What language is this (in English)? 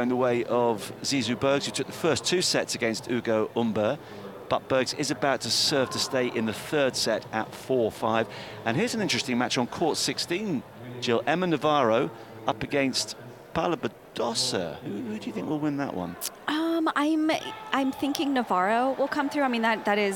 English